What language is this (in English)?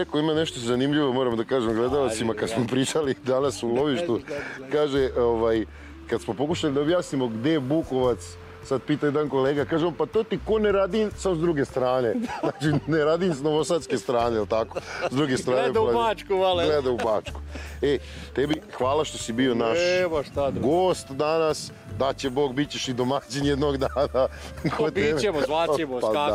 Serbian